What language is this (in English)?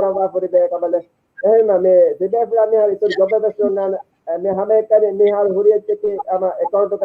Divehi